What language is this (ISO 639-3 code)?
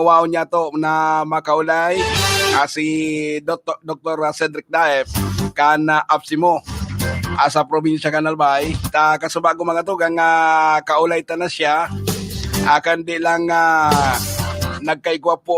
bik